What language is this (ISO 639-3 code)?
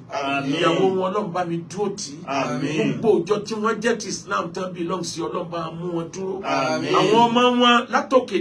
yor